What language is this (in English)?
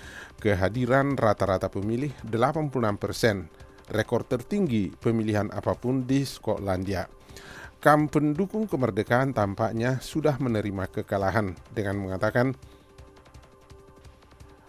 Indonesian